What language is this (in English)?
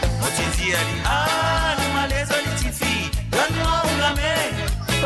Morisyen